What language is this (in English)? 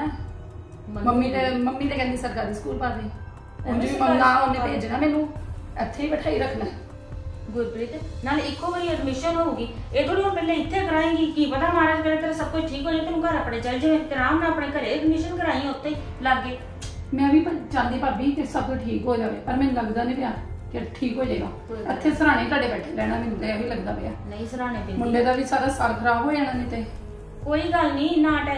Punjabi